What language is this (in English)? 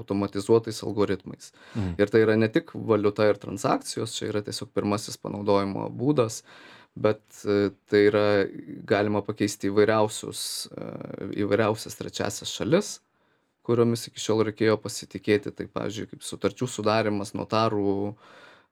Lithuanian